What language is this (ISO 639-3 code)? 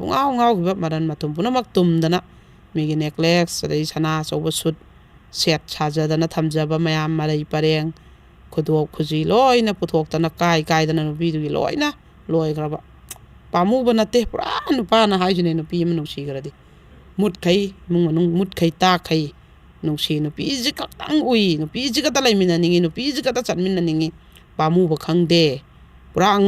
mni